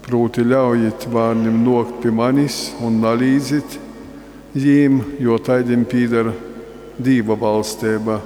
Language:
Latgalian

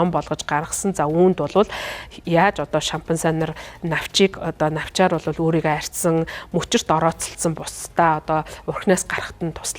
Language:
Mongolian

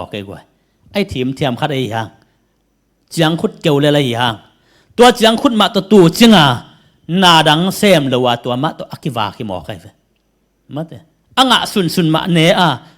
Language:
Tedim Chin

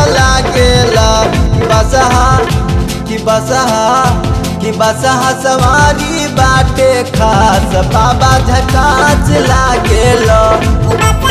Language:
Bhojpuri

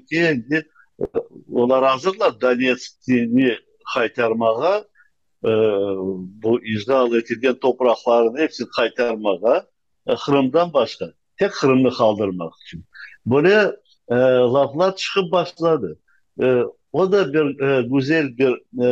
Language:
Crimean Tatar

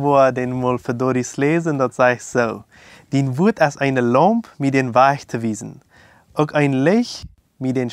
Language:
Plautdietsch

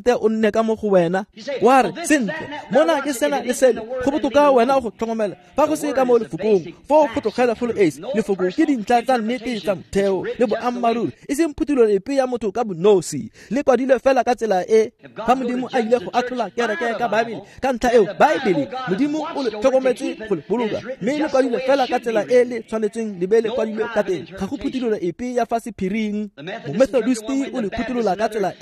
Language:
Tswana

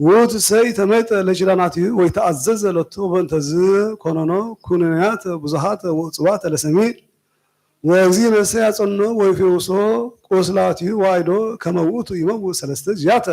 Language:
Geez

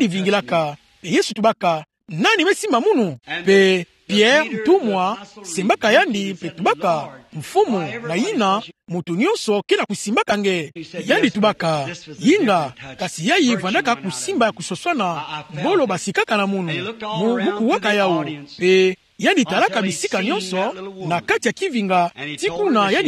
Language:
Kituba (Democratic Republic of Congo)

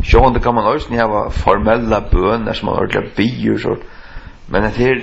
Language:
Faroese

